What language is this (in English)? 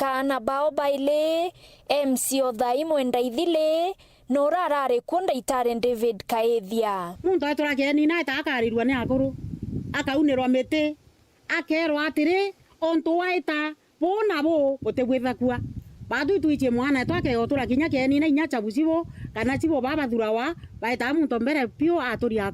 Meru